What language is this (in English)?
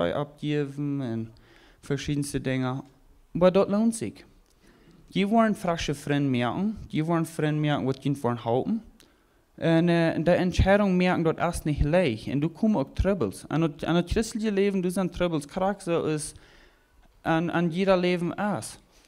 Plautdietsch